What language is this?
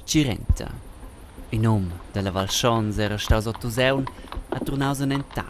Romansh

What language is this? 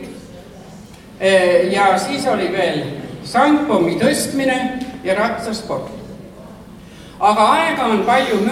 Estonian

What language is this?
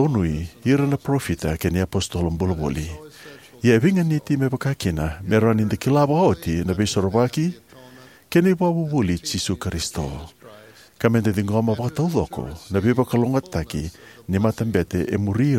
Fijian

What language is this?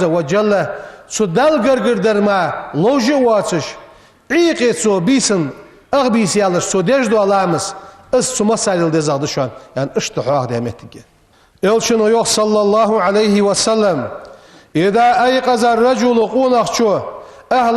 Ingush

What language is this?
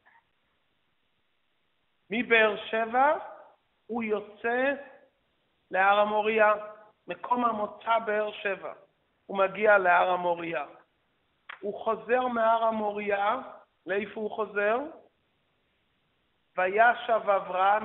Hebrew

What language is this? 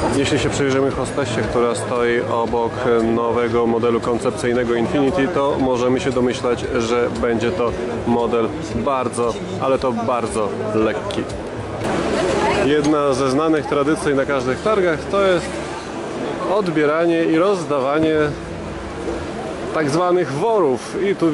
Polish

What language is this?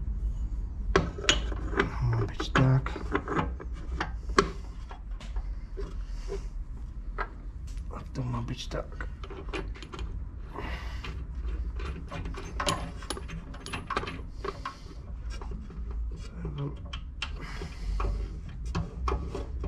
Polish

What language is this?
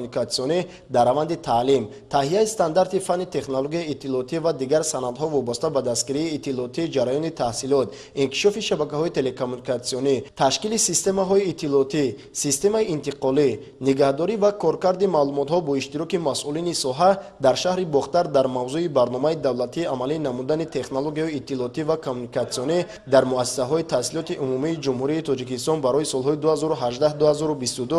Tajik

